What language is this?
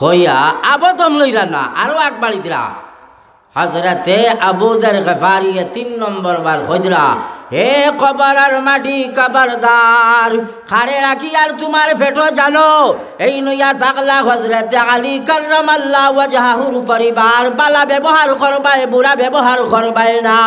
Sylheti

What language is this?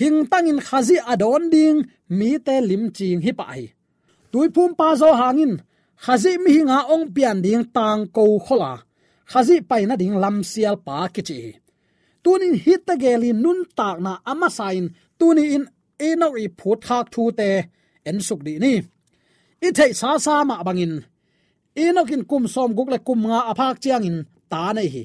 Tedim Chin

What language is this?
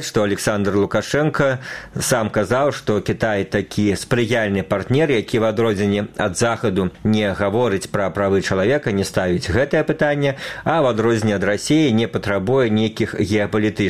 Belarusian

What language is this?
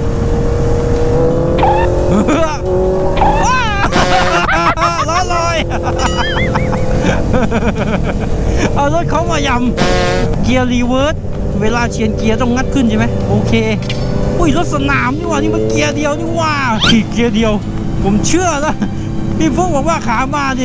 Thai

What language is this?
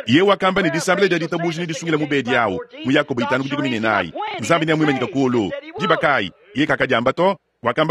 Luba-Lulua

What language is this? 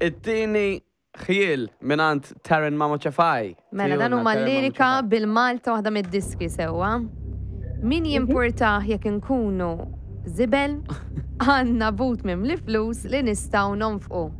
Maltese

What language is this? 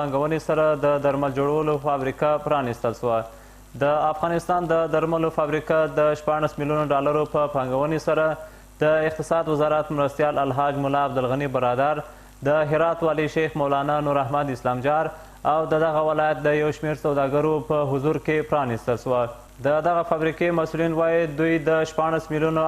Pashto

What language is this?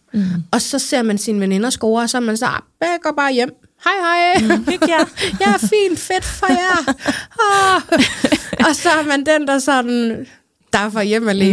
Danish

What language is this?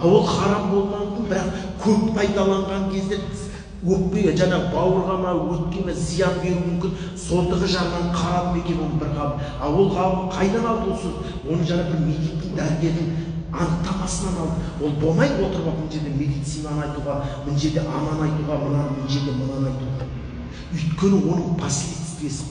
Kazakh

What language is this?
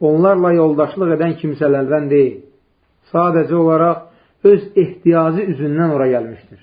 Azerbaijani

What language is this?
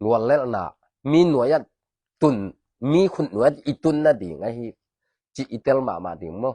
Tedim Chin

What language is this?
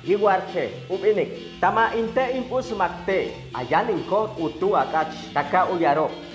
Chortí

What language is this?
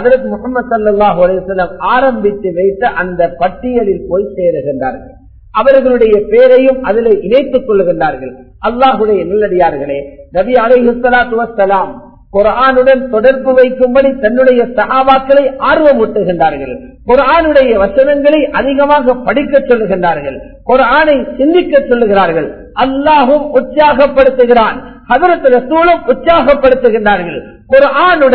Tamil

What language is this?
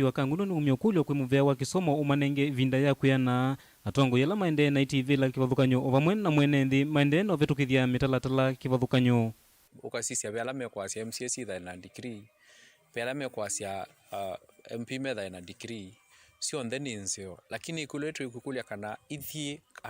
Kamba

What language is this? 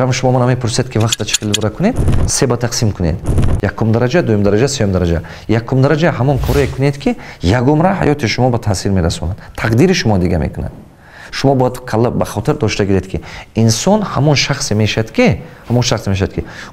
Tajik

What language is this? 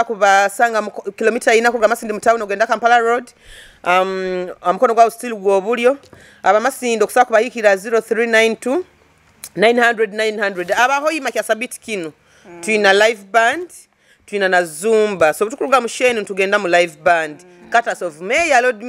Nyoro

